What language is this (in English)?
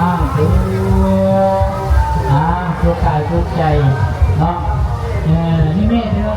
Lao